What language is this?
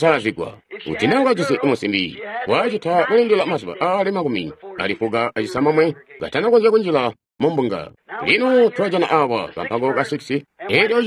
Tonga (Zambia)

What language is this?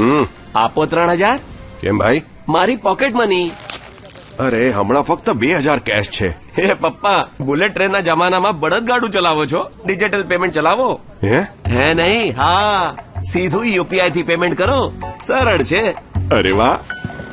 Gujarati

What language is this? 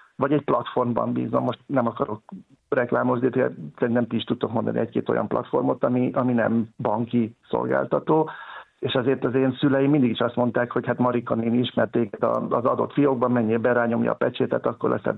Hungarian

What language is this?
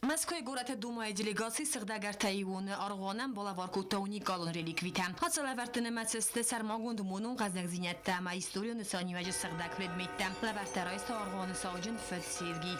Ossetic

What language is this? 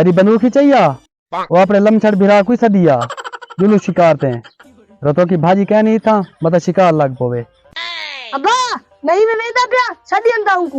Saraiki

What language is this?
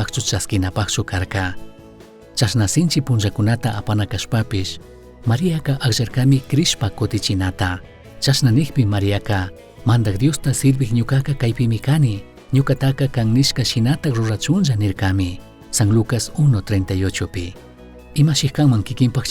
Chimborazo Highland Quichua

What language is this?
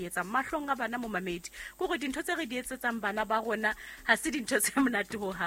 Southern Sotho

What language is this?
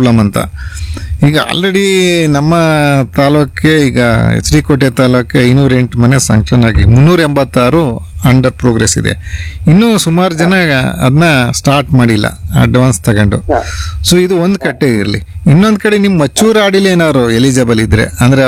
Kannada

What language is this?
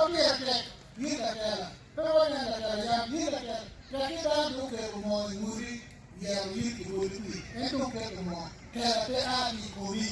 Acoli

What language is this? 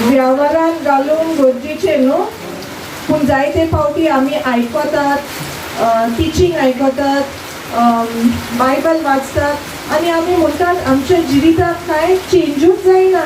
Konkani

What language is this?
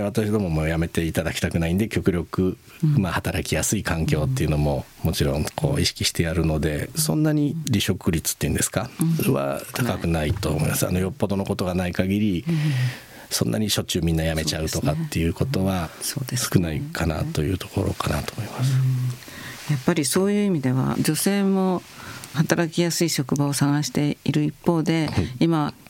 Japanese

